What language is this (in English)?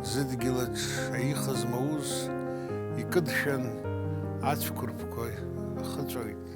Abkhazian